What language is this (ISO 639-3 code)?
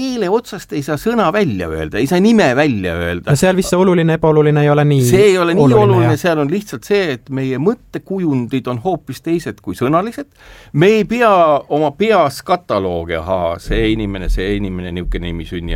est